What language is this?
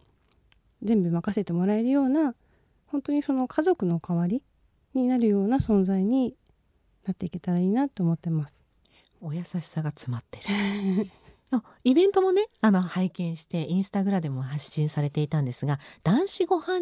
Japanese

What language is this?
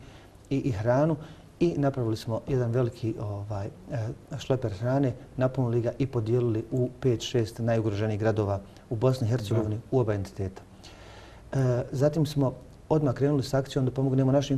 Bosnian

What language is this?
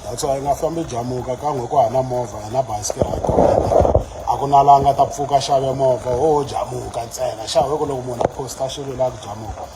Tsonga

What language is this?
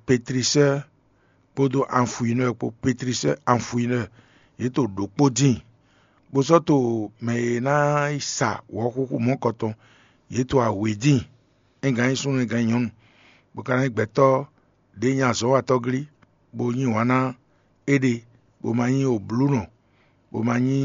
Fon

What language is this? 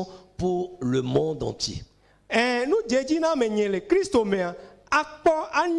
Ewe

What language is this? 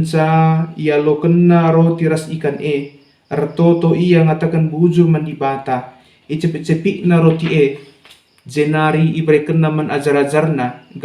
Batak Karo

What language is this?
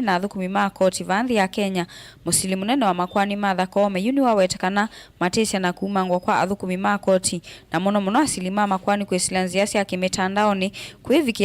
Kamba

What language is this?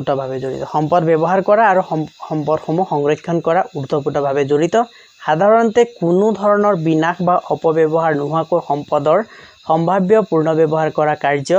Assamese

